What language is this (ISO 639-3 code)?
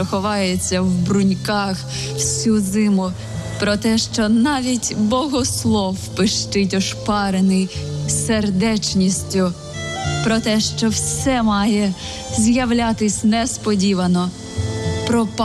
ukr